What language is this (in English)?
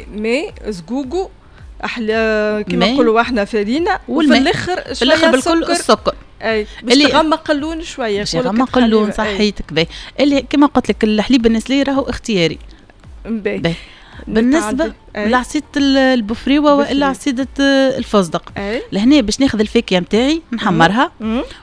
Tunisian Arabic